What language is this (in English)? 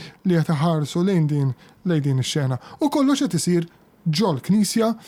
Maltese